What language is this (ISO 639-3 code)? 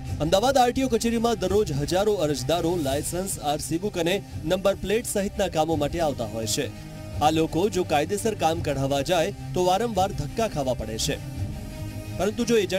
guj